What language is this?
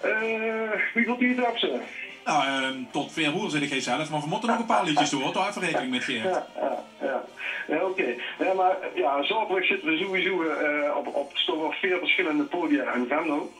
Limburgish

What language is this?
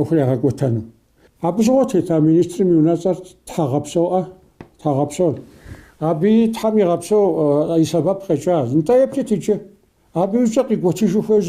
Kabardian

